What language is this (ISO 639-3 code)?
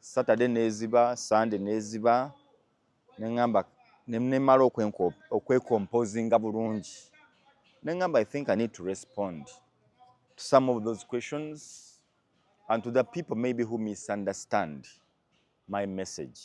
lug